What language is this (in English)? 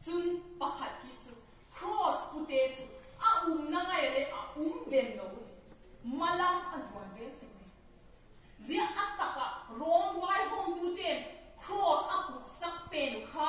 Vaiphei